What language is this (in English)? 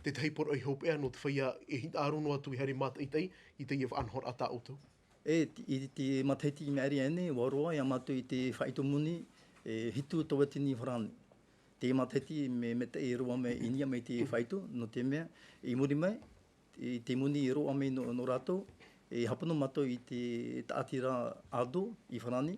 Tahitian